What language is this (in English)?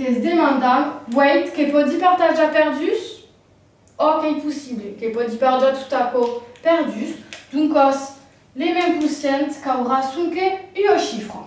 Occitan